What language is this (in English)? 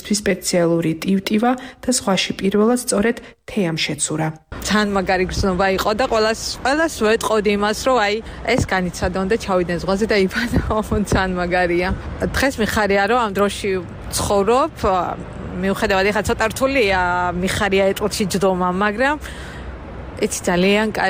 Georgian